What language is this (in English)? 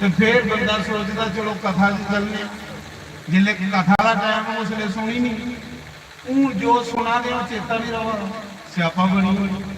Dogri